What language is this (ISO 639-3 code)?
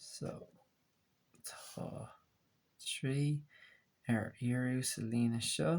gle